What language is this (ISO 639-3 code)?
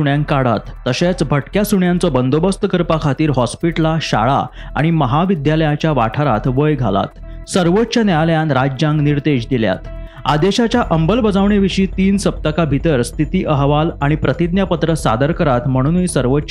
kok